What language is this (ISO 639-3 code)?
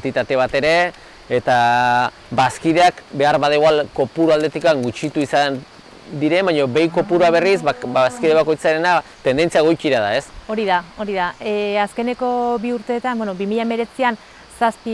eus